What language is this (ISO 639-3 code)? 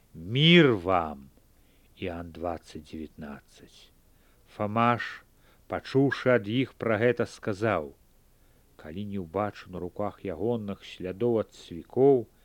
bel